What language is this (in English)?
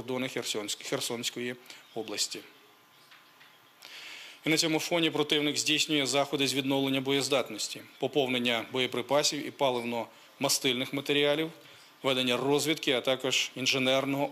Ukrainian